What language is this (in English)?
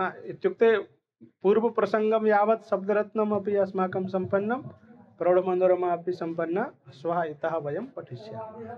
Sanskrit